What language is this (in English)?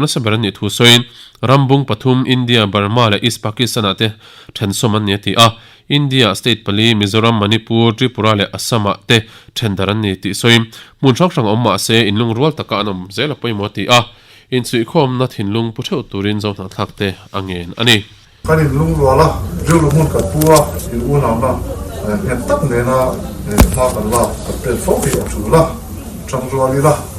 Mizo